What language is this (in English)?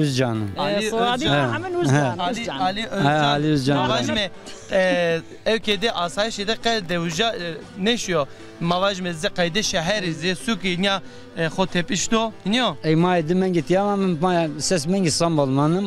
Zaza